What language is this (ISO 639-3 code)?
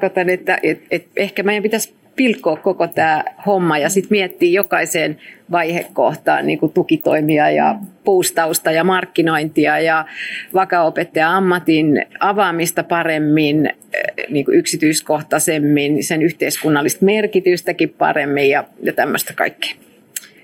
fin